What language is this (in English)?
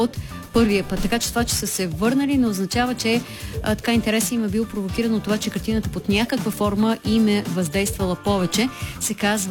Bulgarian